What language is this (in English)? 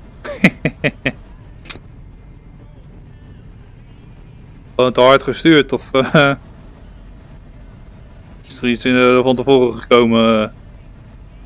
Dutch